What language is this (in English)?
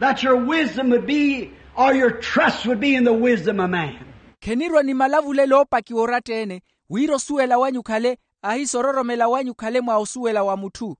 Makhuwa